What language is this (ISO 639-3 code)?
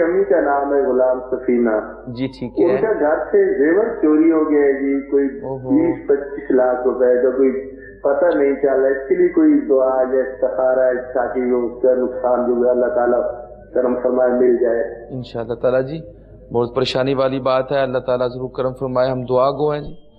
urd